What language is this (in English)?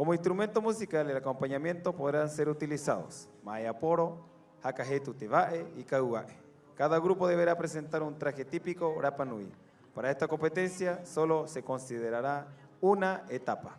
Rapanui